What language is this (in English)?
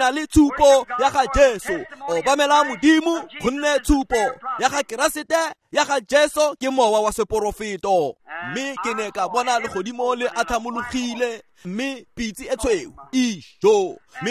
Tswana